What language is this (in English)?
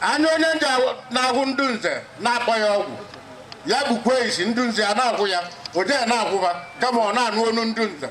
Igbo